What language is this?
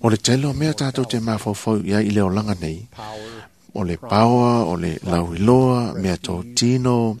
Samoan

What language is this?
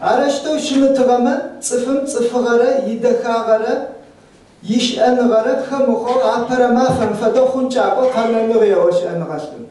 Adyghe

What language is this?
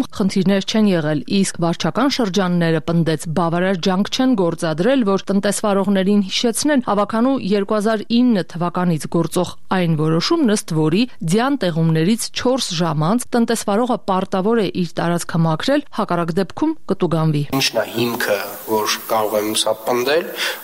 Armenian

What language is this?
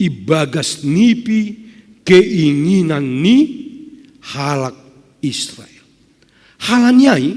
Batak Simalungun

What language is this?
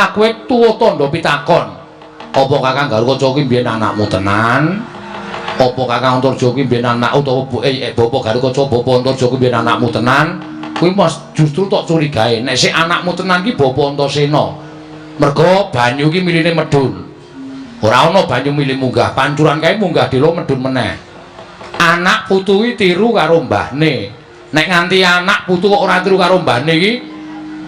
Javanese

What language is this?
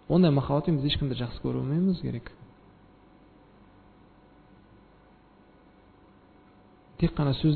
Kazakh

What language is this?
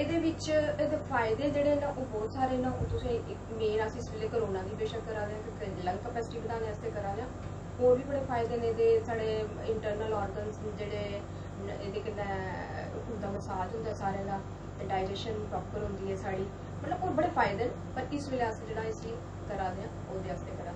Dogri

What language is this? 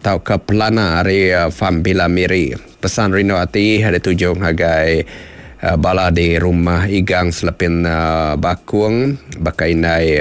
Iban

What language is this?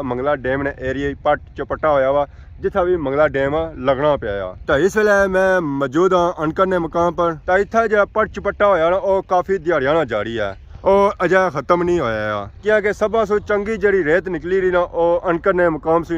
Pahari-Potwari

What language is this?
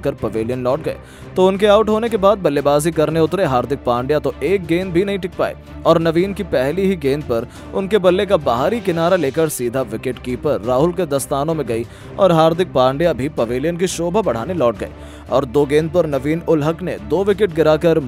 Hindi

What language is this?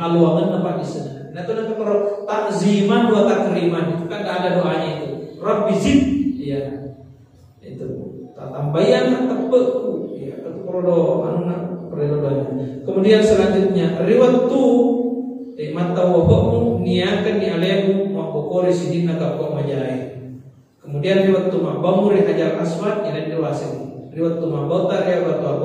Buginese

